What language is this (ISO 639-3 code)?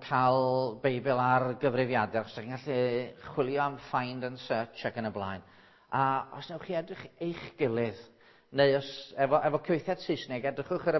cym